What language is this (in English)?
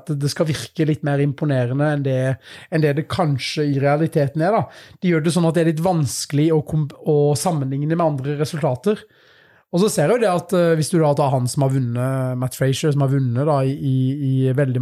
Norwegian